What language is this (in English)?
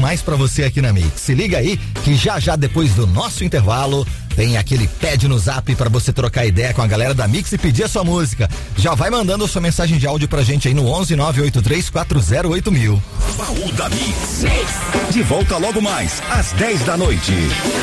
Portuguese